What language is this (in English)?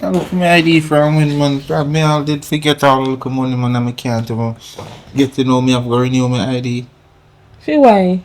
Jamaican Creole English